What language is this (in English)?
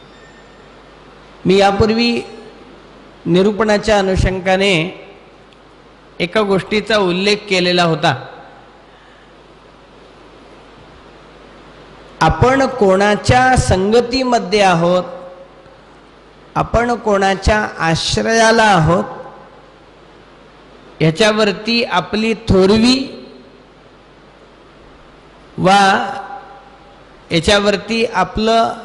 Marathi